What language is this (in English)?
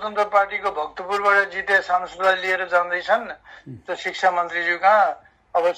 Nepali